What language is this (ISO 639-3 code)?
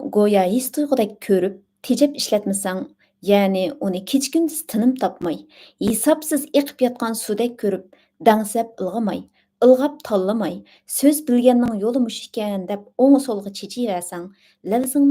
uig